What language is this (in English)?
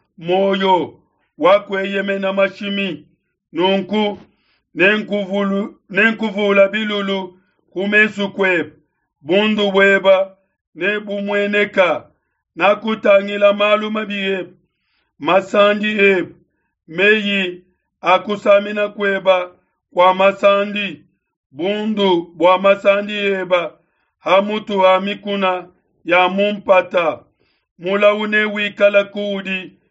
Luba-Lulua